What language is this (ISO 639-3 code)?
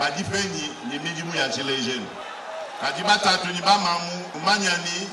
lua